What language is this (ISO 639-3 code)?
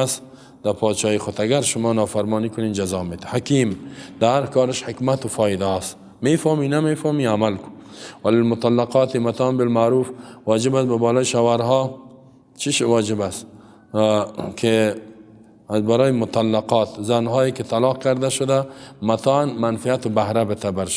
fas